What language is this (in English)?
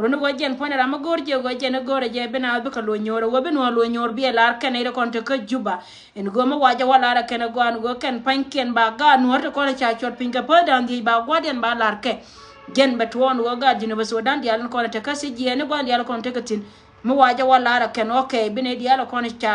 Nuer